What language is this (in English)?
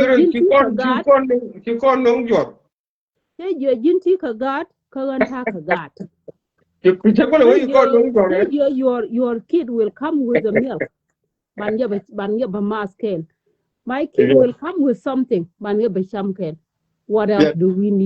Nuer